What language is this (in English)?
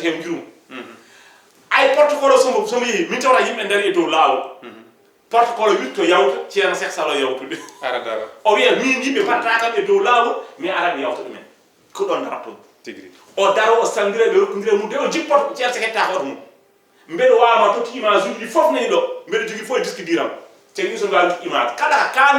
Fula